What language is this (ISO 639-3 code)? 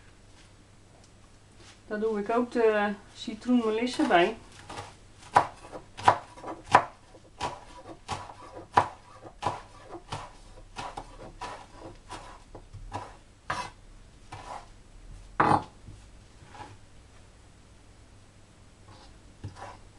nld